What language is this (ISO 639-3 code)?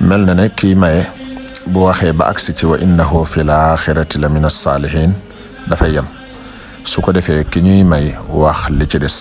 wol